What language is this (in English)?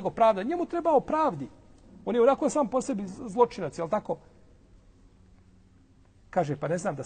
Bosnian